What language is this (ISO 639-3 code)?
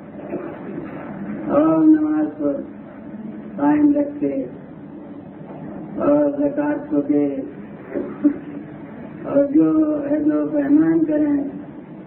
urd